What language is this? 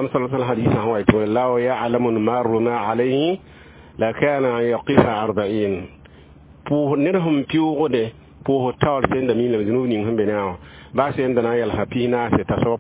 Mossi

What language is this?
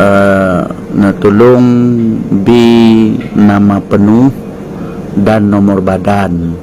Achinese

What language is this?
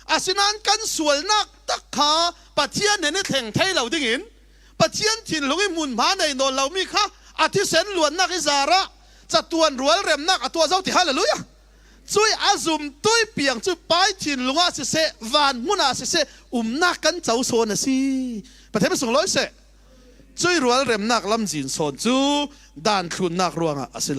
Falam Chin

